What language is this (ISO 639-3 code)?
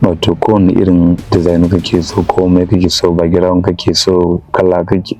hau